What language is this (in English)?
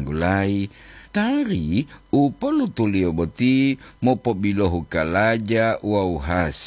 Gorontalo